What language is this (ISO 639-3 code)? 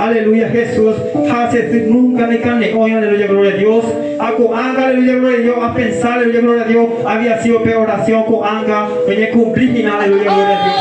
grn